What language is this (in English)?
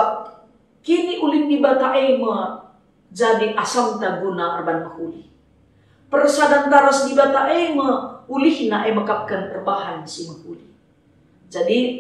Batak Karo